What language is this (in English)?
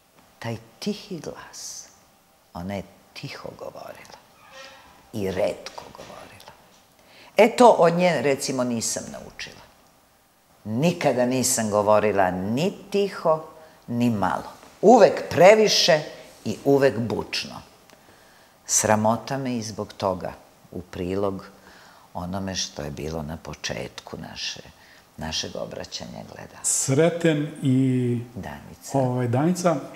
Serbian